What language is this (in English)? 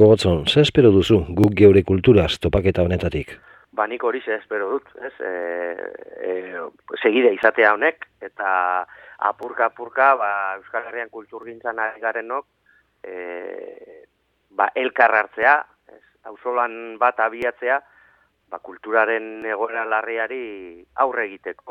Basque